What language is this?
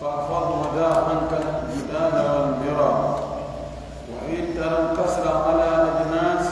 Pular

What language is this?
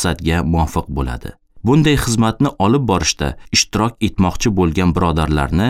Uzbek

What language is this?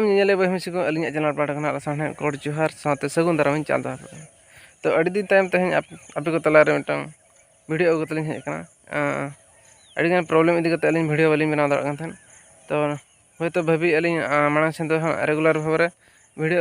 Santali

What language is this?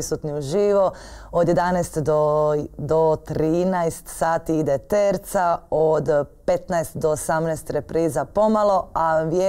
Croatian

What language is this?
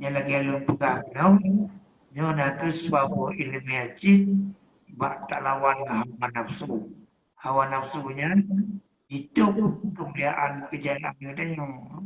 Achinese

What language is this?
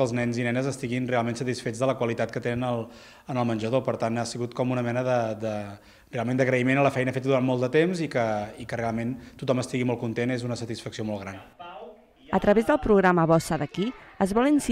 Catalan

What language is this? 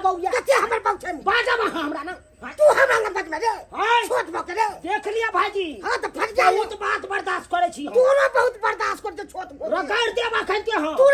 Maithili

